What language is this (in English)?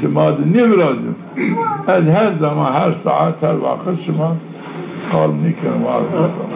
Zaza